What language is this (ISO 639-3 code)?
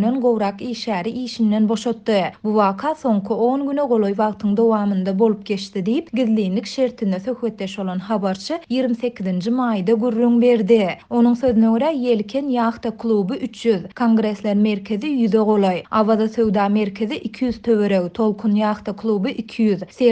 tuk